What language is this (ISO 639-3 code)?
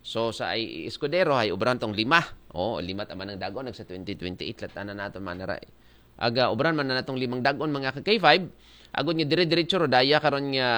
akl